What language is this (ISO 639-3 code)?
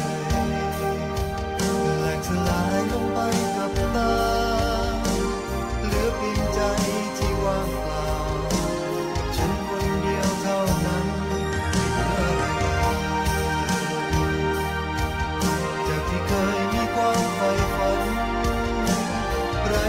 tha